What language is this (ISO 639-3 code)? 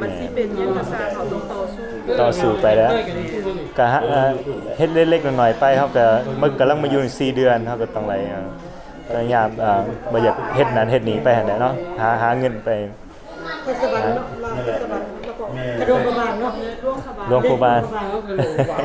lao